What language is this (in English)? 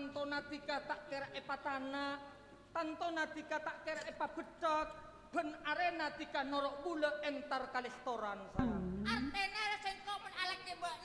Madurese